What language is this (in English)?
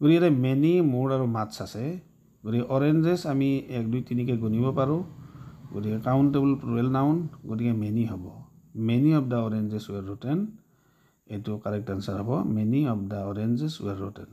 Assamese